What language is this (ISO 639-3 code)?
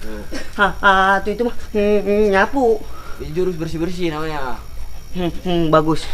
bew